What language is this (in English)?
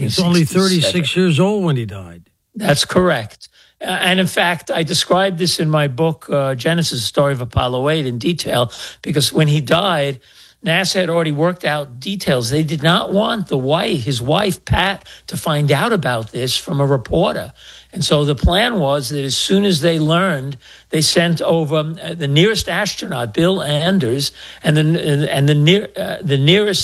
English